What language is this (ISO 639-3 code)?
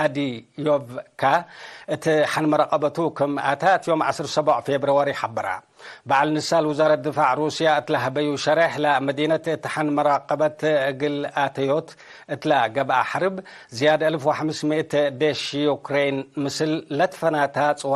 tig